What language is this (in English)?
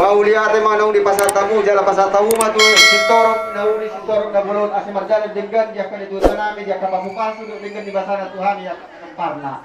Batak Toba